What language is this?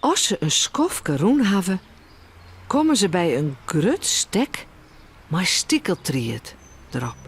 Western Frisian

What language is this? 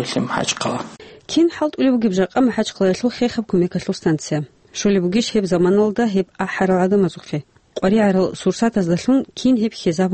Avaric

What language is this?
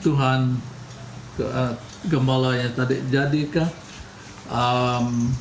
Iban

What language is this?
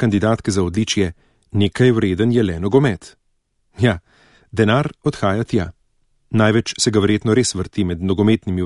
Slovenian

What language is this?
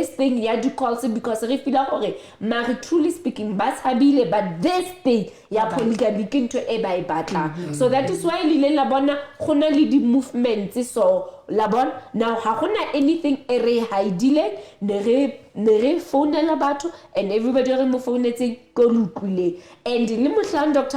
Southern Sotho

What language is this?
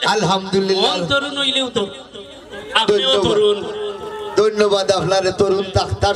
Sylheti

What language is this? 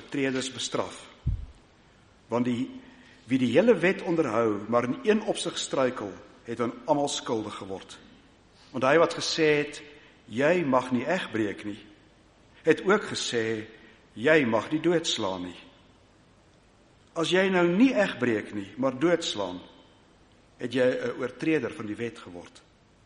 Afrikaans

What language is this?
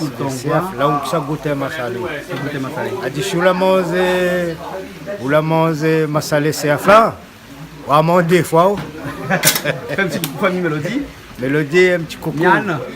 Réunion Creole French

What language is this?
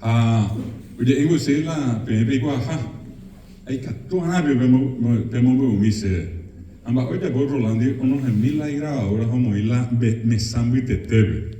Guarani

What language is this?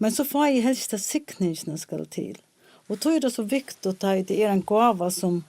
Faroese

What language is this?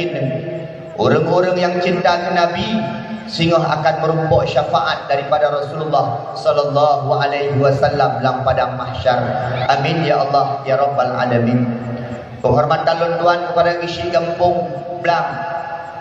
Achinese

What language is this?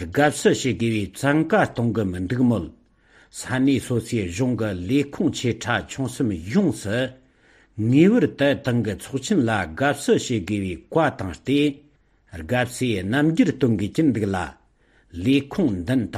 Tibetan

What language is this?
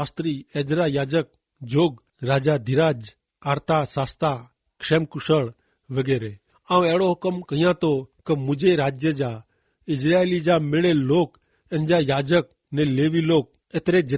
Kachhi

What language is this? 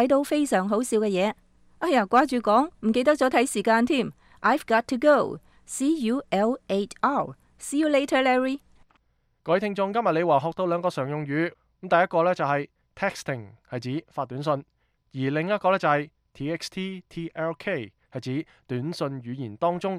Cantonese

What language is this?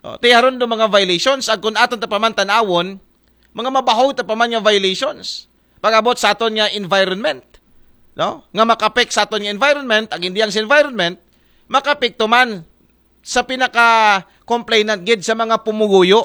Aklanon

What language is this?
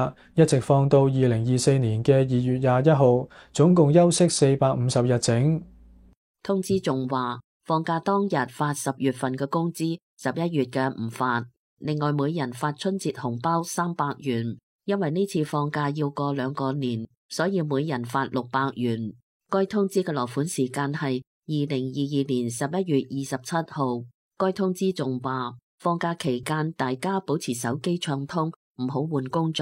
Cantonese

